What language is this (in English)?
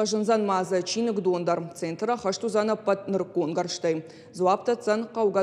Ossetic